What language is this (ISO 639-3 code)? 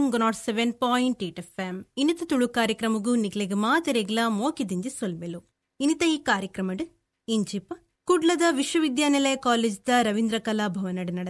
tcy